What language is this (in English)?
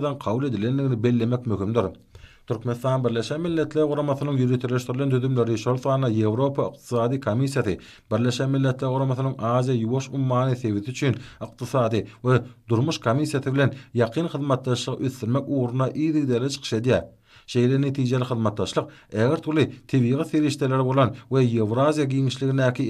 Turkmen